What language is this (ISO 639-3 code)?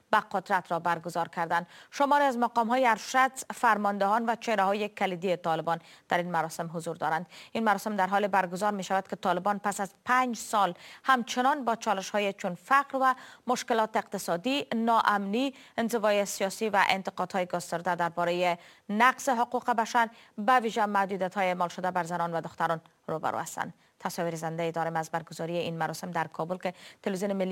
fas